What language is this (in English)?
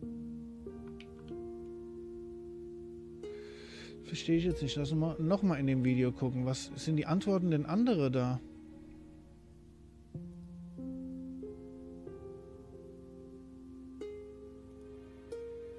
German